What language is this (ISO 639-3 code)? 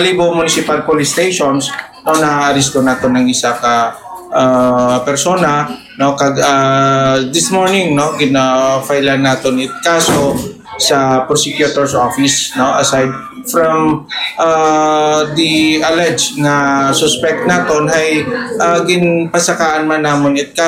hil